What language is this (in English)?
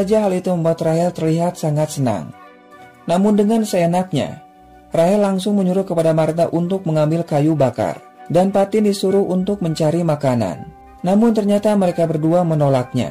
Indonesian